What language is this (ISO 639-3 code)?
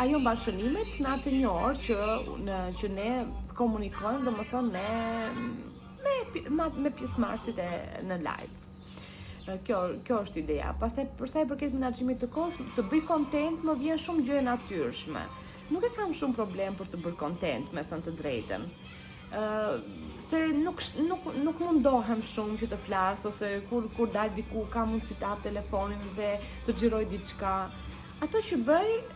sqi